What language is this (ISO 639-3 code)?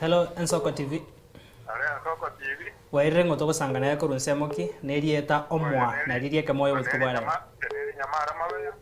guz